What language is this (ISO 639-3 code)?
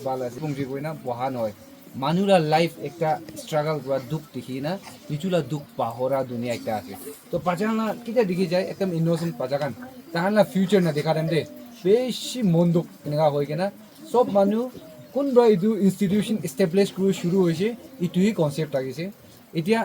nag